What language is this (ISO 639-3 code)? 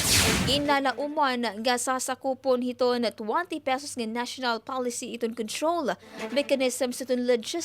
war